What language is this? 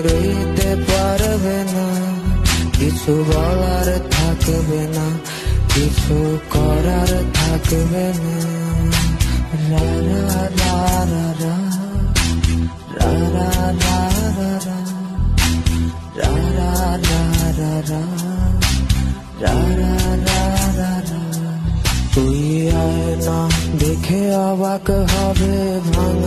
Bangla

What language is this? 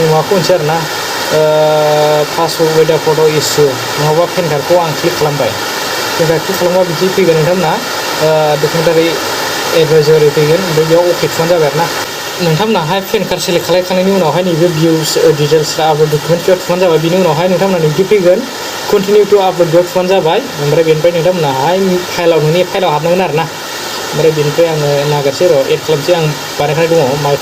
Bodo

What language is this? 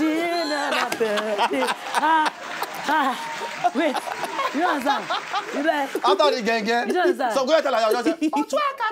Nigerian Pidgin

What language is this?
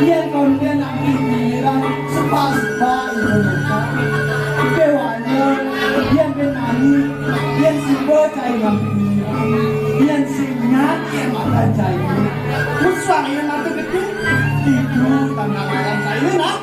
Balinese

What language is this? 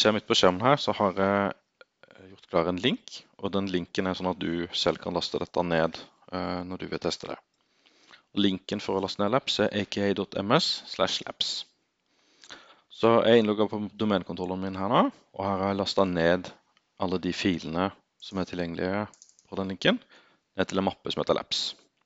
Norwegian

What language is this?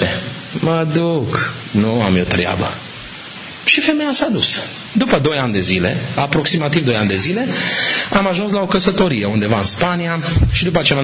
Romanian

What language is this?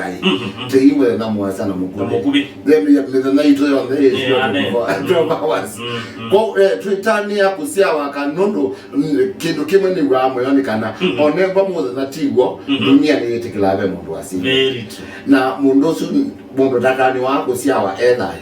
Kamba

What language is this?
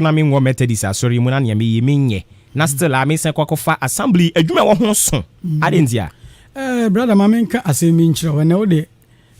Akan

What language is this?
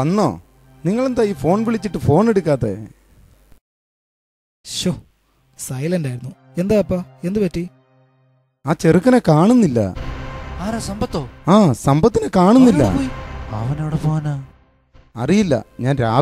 Malayalam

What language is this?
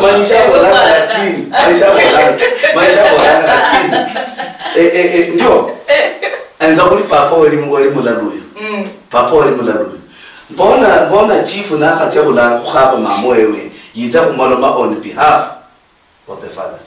Luyia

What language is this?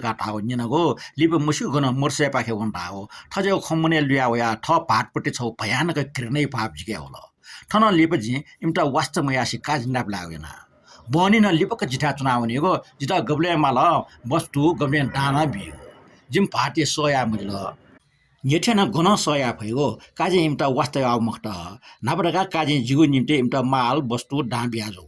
Newari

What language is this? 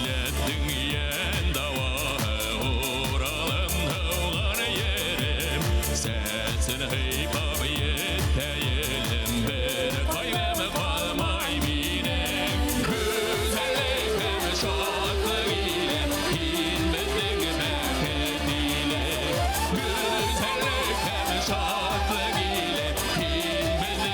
Bashkir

